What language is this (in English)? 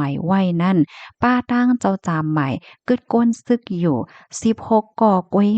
Shan